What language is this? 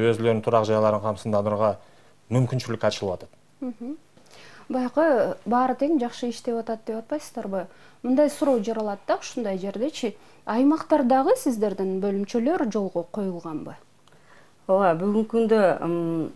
Kyrgyz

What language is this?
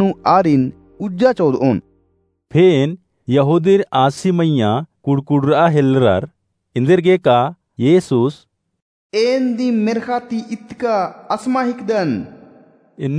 Kurukh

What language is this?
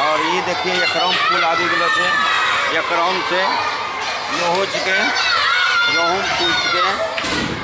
Angika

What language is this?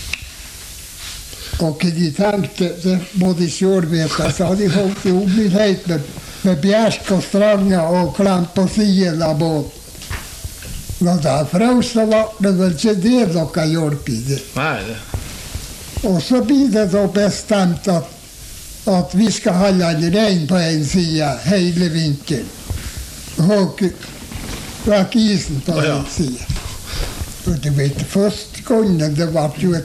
Norwegian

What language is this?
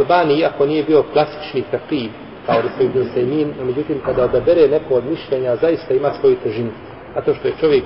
Bosnian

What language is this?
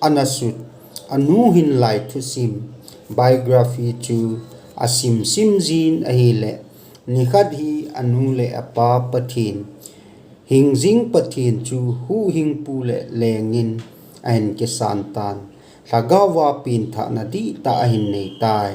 Thado Chin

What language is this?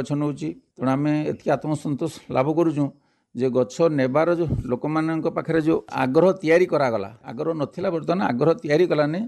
Odia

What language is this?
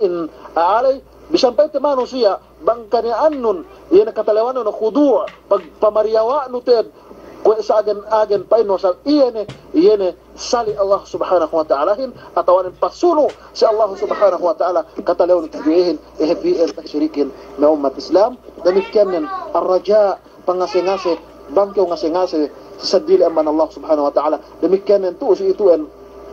Yakan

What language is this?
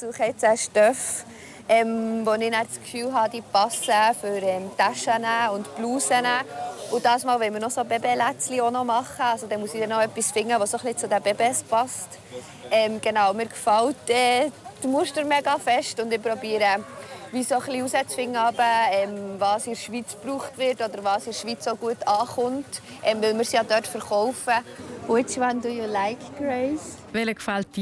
Swiss German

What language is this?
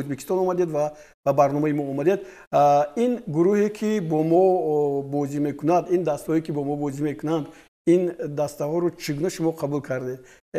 Tajik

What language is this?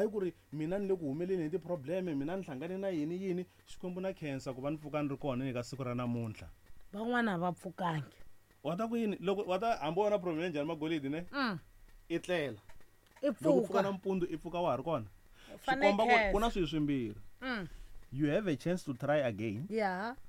Tsonga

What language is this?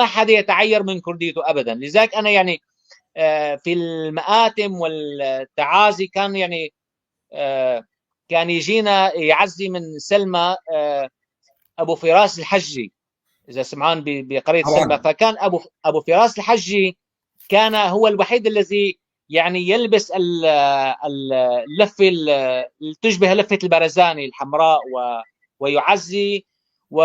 North Levantine Arabic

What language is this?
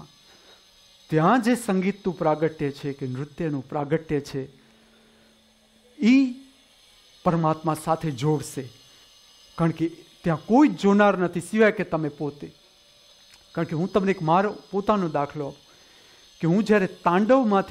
Gujarati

